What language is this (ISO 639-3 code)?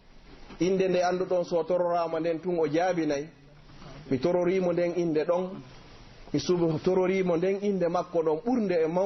fuf